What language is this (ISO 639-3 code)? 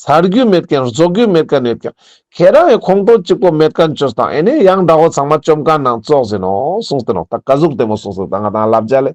lbj